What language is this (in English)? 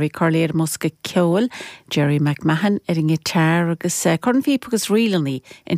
Irish